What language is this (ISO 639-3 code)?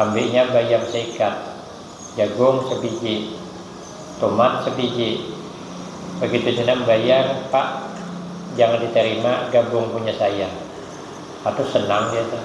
bjn